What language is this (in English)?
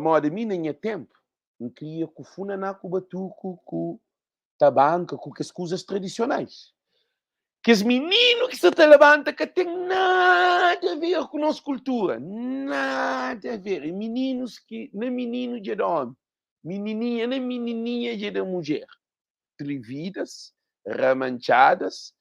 Kabuverdianu